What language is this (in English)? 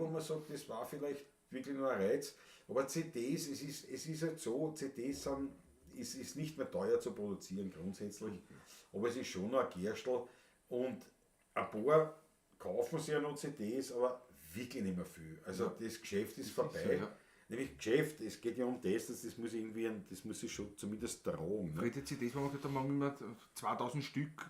Bavarian